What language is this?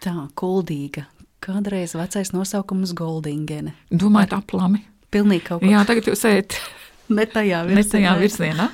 Latvian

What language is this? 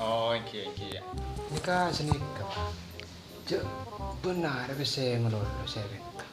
Madurese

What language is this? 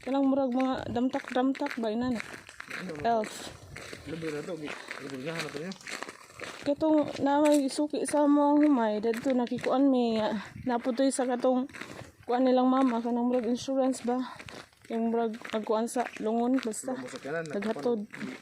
Cebuano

